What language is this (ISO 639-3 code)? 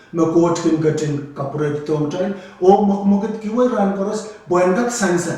pon